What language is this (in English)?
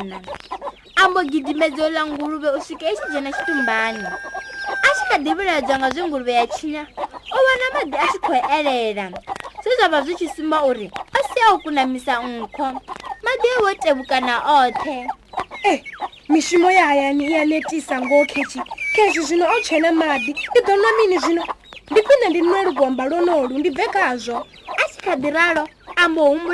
Venda